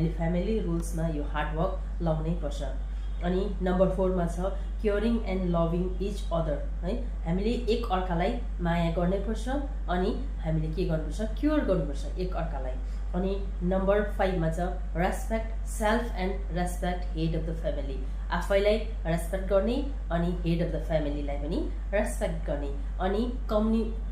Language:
Nepali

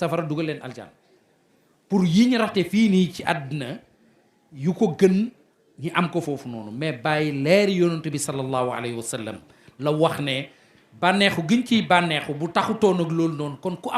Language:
Wolof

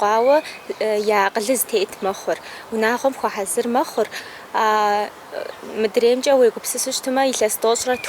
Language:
Kabardian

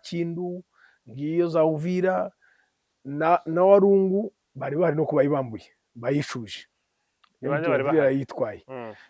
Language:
Kinyarwanda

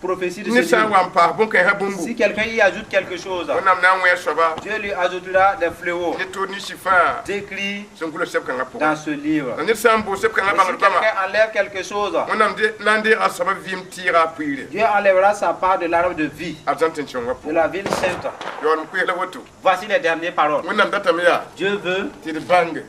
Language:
Mossi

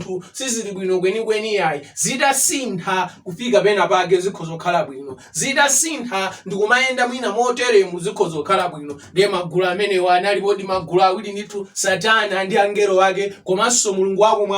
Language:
Nyanja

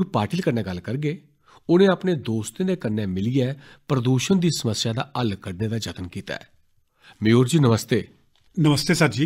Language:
Dogri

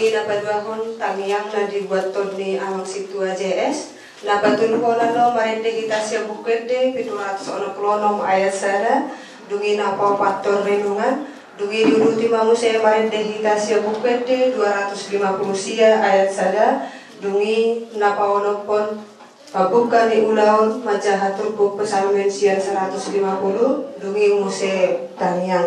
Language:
Batak Toba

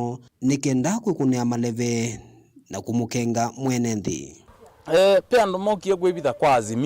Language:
Kamba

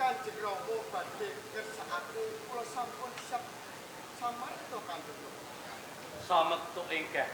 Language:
Javanese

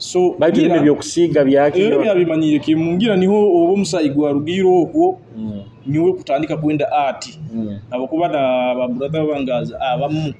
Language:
Nyoro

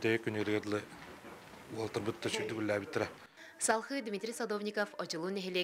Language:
Yakut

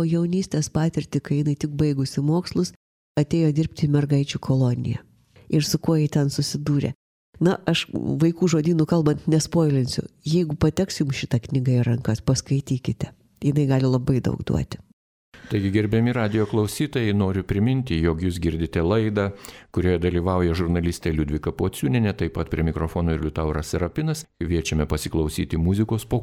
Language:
Lithuanian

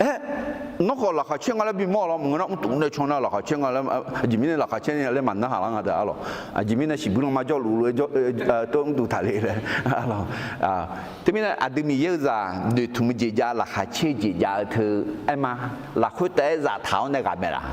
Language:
Akha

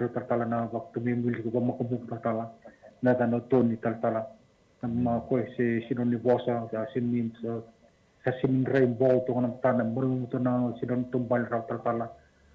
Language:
Fijian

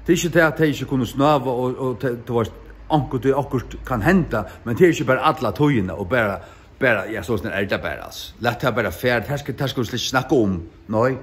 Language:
Faroese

